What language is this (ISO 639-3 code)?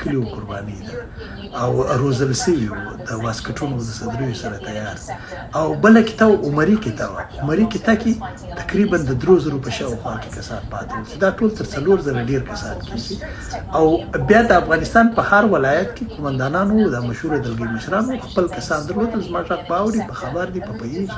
pus